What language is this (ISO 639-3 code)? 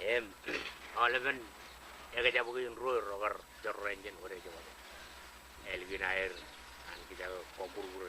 mah